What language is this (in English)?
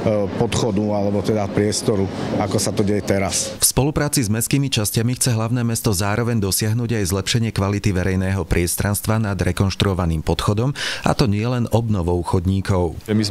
Slovak